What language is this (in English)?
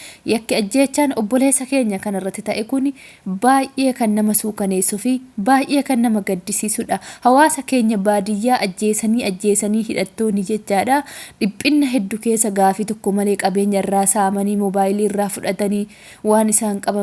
Oromo